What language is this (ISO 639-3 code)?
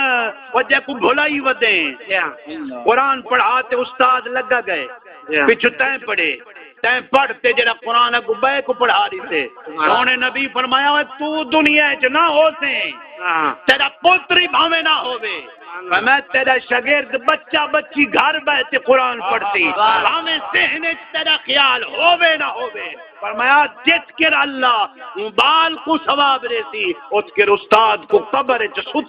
skr